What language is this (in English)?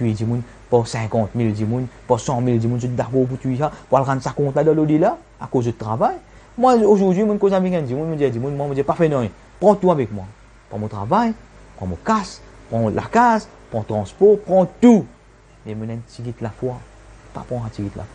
Morisyen